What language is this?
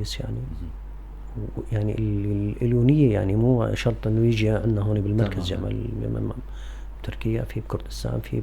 North Levantine Arabic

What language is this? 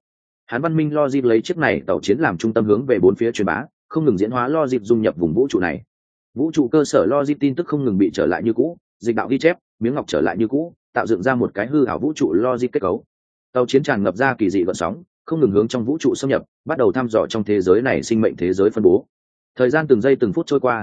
Vietnamese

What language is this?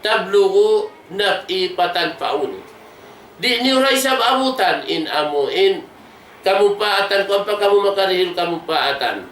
Tausug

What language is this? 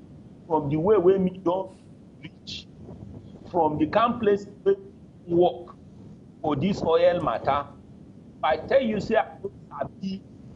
Nigerian Pidgin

